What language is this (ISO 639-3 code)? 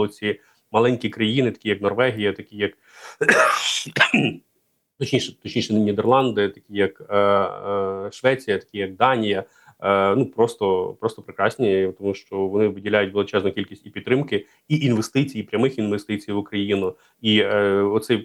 ukr